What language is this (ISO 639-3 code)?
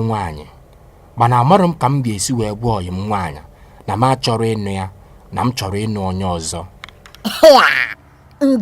ibo